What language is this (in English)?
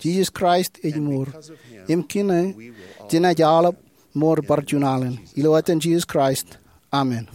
Marshallese